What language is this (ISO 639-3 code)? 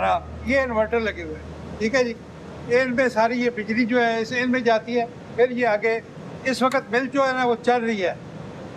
hin